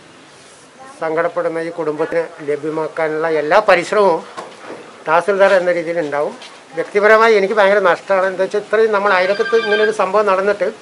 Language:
Malayalam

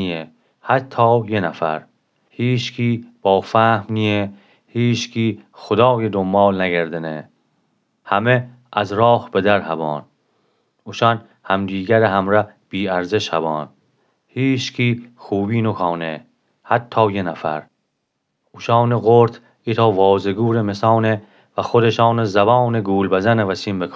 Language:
Gilaki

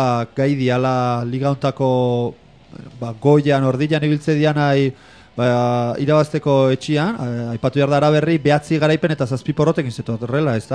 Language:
Basque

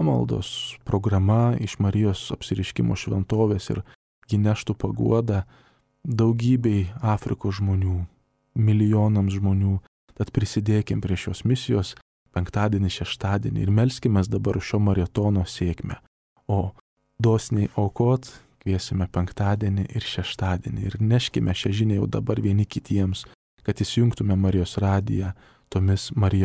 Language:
Lithuanian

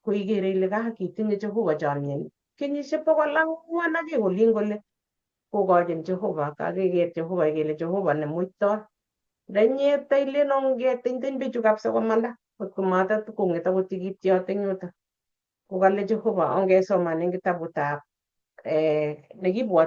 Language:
Kalenjin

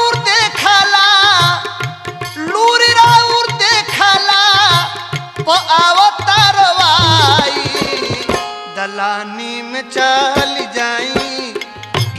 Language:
Bhojpuri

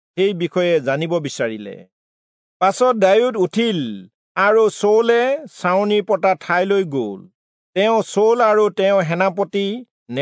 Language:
Assamese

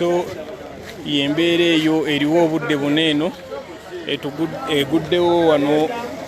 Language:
Ganda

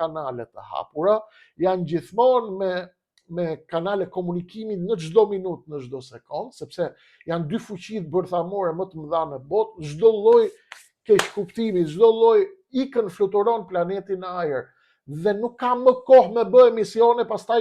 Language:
Albanian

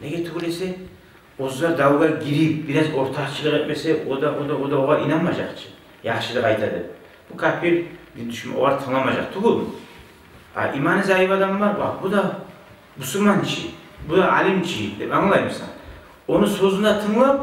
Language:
Kumyk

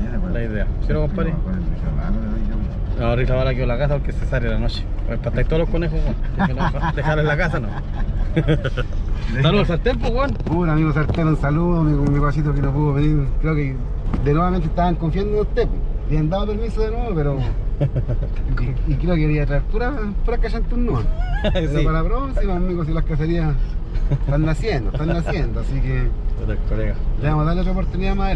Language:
Spanish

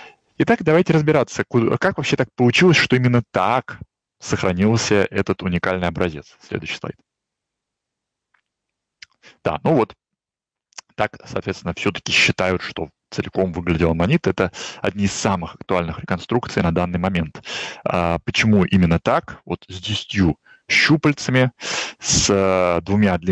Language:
Russian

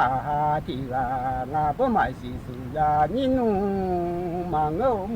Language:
Akha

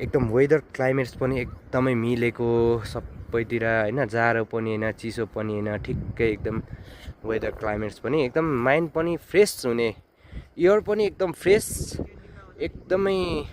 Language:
Nepali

